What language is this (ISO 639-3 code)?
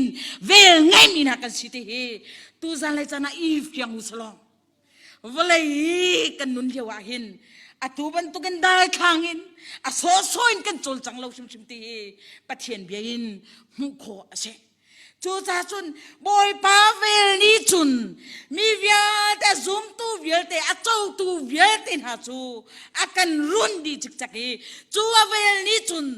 cnh